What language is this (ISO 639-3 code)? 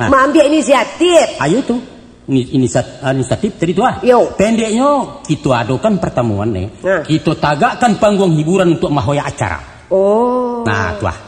min